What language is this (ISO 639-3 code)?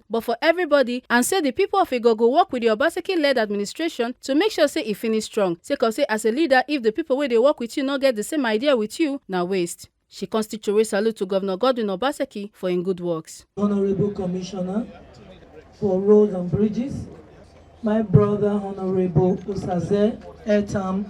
pcm